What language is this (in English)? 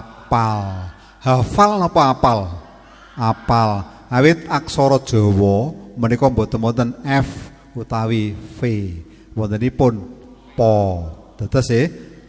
Javanese